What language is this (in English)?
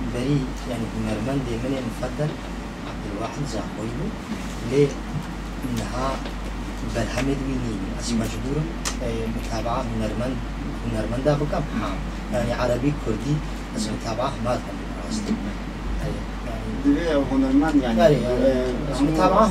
Kurdish